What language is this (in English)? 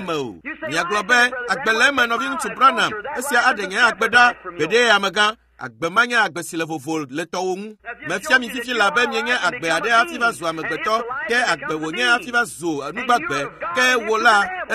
Ewe